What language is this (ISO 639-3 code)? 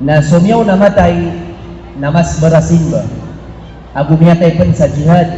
mrw